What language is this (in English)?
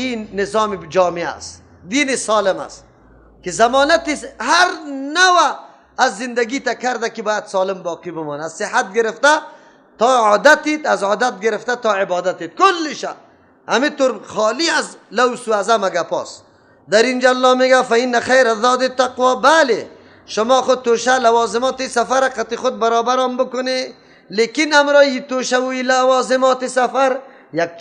Persian